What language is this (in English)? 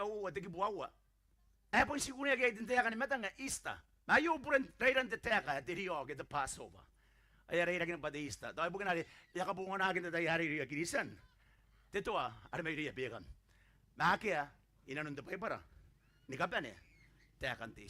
Gilbertese